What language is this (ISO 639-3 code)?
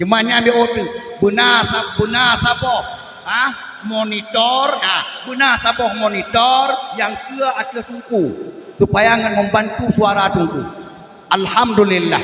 ace